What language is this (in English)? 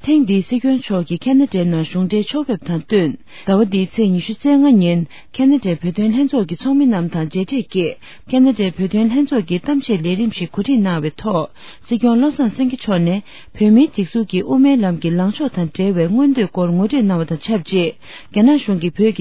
Tibetan